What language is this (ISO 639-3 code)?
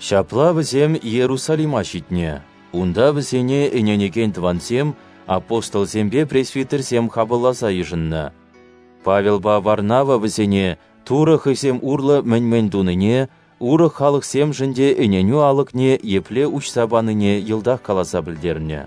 chv